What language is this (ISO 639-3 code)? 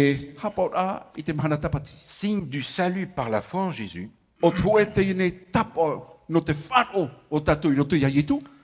tah